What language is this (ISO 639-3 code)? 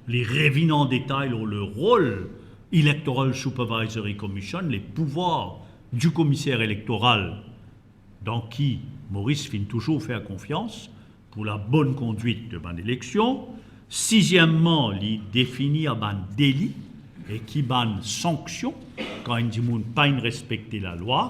mfe